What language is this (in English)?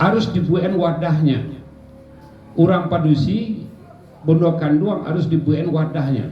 Minangkabau